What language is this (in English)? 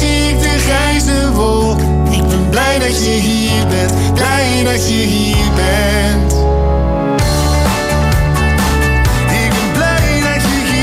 Dutch